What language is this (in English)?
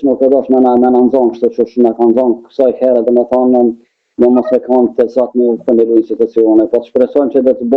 Albanian